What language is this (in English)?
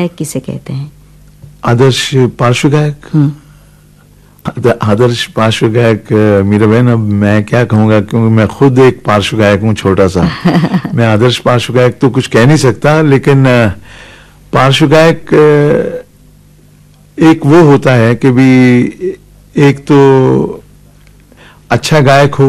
Hindi